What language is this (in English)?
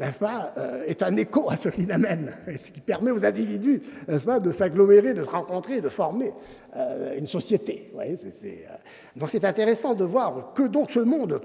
French